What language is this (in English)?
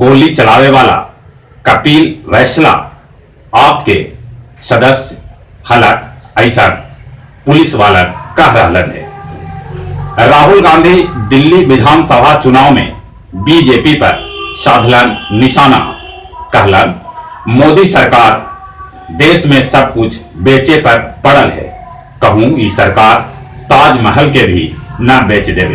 Magahi